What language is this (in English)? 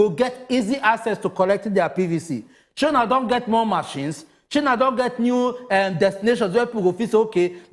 Nigerian Pidgin